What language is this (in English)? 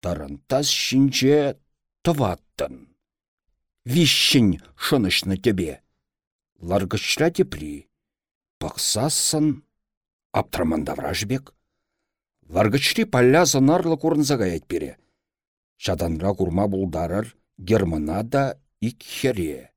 Chuvash